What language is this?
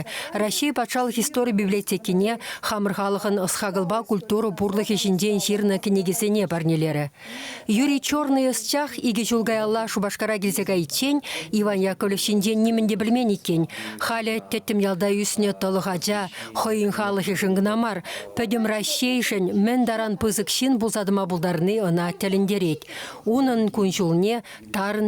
Chuvash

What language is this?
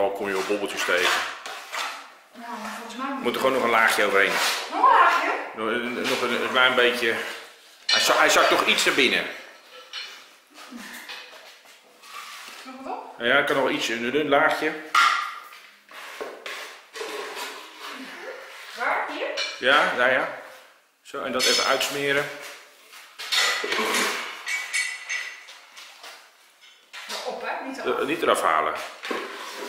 Dutch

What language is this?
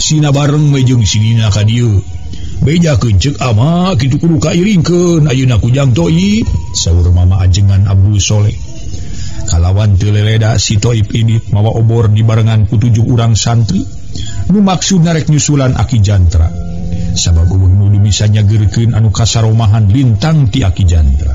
Sundanese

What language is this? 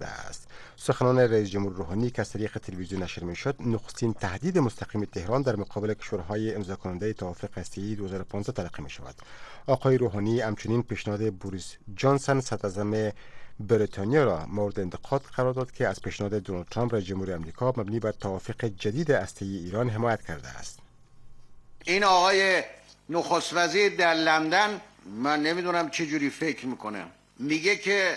Persian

